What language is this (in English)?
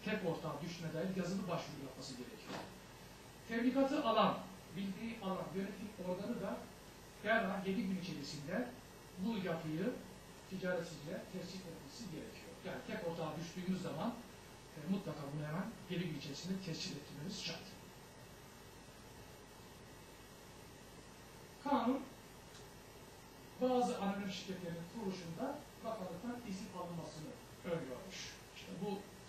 Turkish